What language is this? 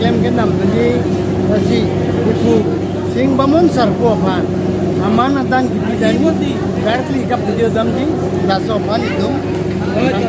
Karbi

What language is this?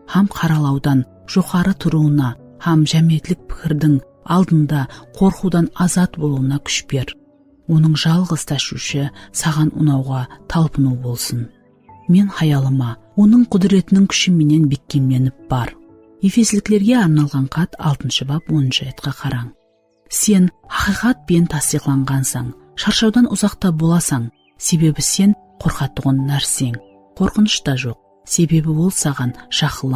Kara-Kalpak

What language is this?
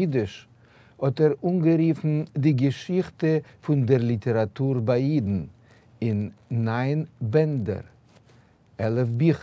Yiddish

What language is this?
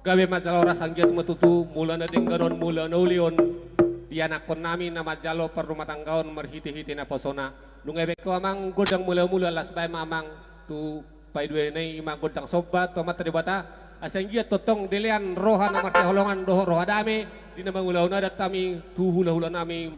Batak Toba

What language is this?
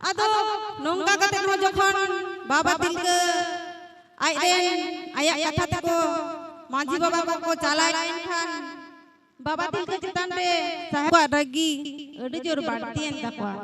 Santali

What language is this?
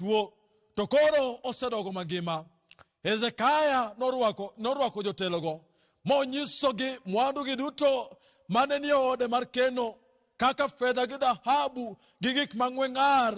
Luo (Kenya and Tanzania)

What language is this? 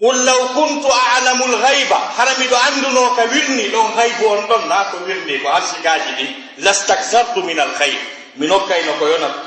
Fula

